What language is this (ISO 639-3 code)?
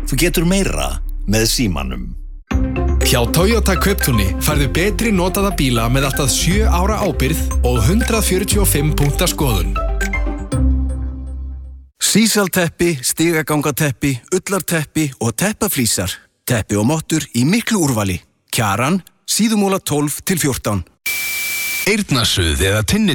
isl